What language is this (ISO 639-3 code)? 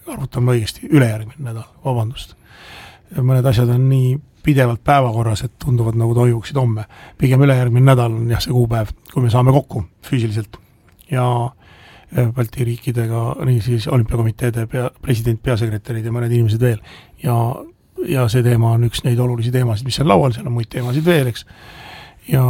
est